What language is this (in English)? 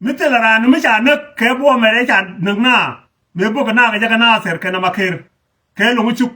Nuer